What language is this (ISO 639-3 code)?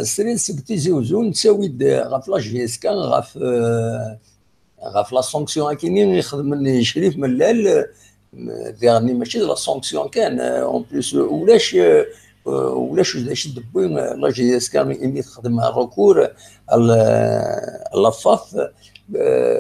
kab